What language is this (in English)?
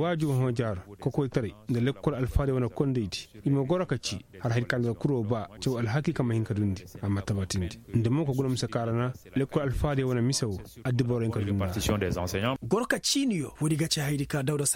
Koyraboro Senni